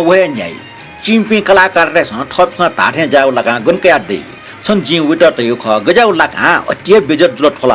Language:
Newari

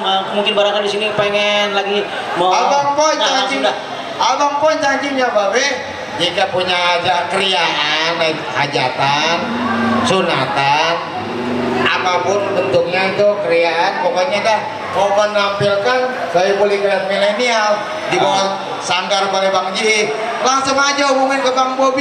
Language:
Betawi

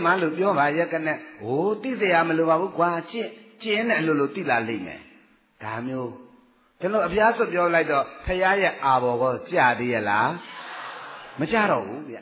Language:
Burmese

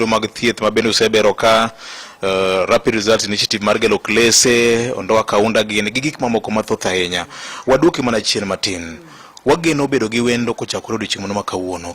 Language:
Luo (Kenya and Tanzania)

